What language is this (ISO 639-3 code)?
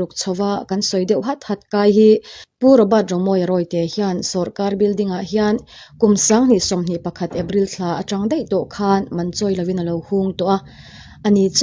lus